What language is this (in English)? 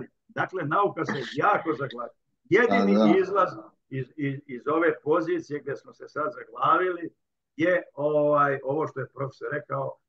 Serbian